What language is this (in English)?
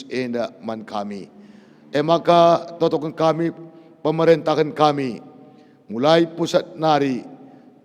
Batak Karo